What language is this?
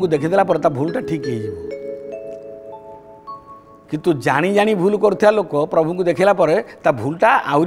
Odia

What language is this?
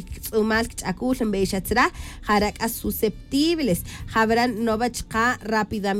Tz'utujil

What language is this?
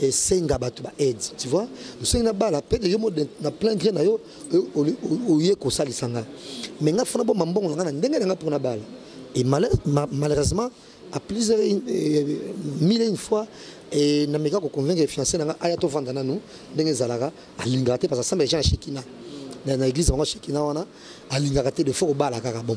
Lingala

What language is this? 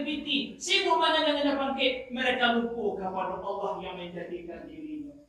Minangkabau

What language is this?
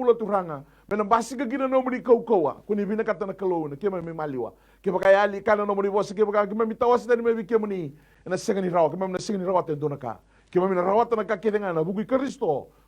Fijian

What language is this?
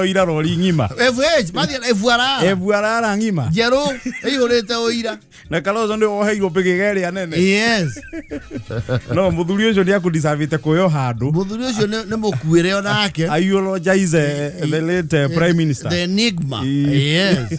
Kikuyu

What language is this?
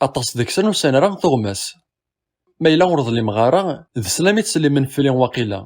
Kabyle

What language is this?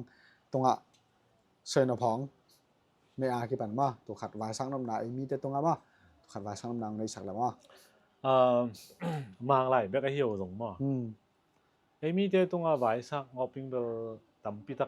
Tedim Chin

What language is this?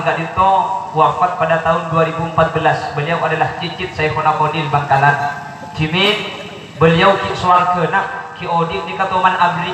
Madurese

